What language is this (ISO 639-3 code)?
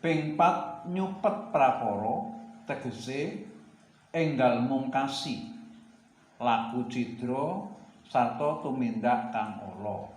jav